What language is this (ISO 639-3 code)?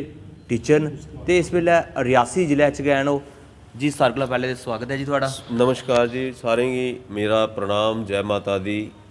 doi